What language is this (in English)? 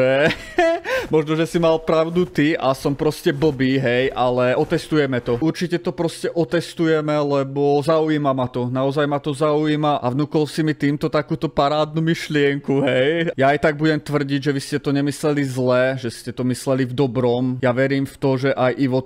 Slovak